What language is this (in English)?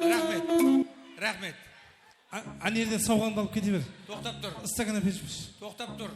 Kara-Kalpak